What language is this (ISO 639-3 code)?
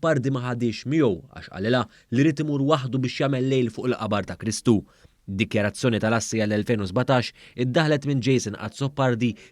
mlt